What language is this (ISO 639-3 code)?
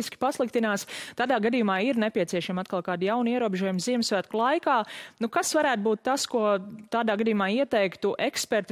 lav